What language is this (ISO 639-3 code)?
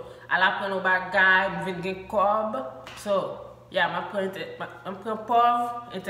hat